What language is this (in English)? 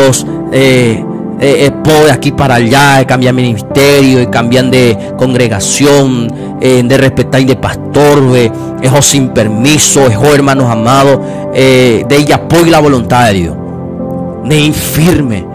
Guarani